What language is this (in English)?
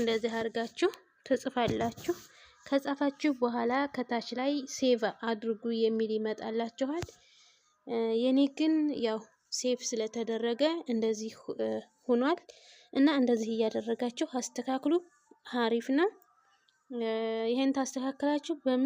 Amharic